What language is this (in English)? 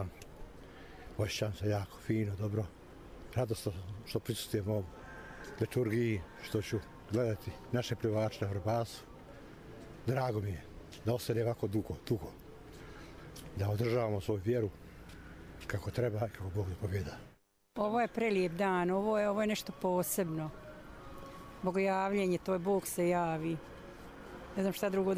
Serbian